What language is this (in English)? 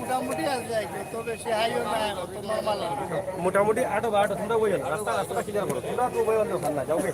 Sylheti